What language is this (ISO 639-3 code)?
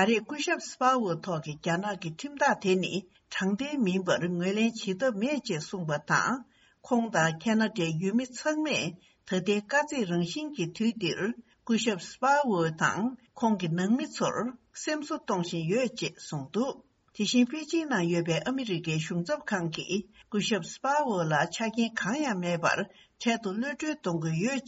bod